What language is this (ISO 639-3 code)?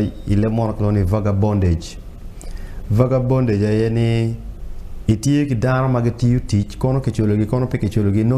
ach